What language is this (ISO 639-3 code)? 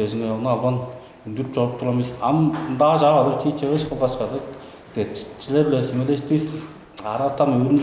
tyv